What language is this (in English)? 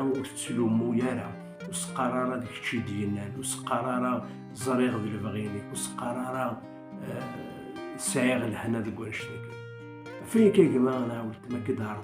Kabyle